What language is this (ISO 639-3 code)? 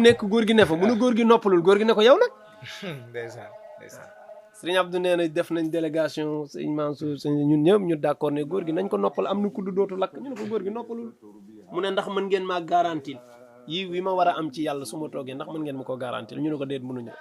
wol